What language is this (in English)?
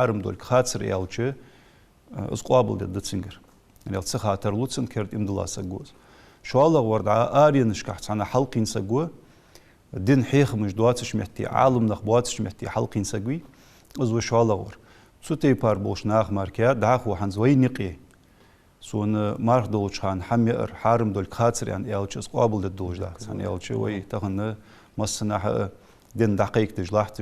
Ingush